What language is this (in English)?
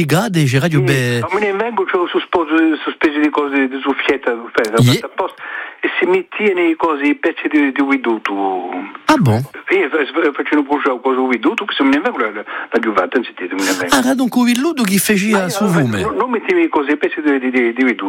Italian